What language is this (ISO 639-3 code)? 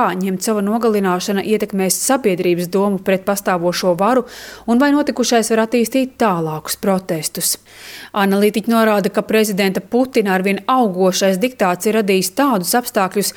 lav